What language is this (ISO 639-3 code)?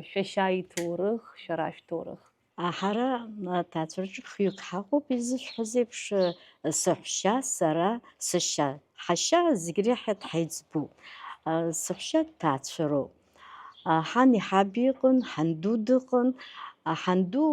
abk